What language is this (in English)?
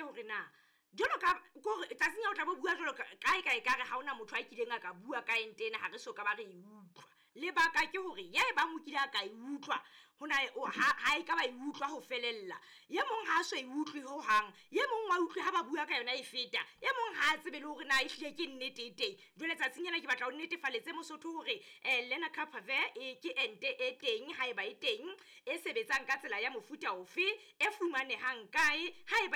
Southern Sotho